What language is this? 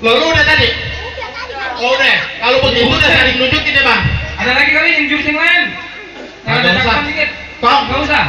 Betawi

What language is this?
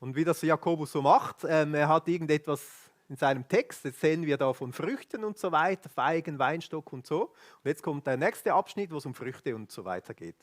Swiss German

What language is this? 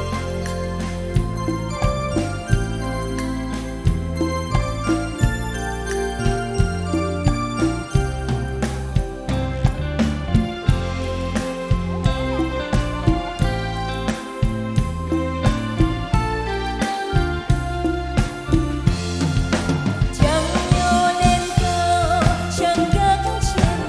Vietnamese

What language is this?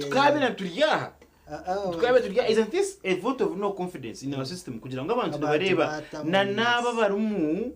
Nyankole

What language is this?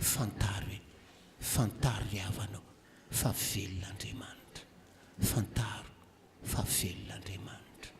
Malagasy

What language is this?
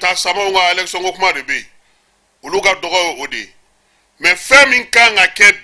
Bambara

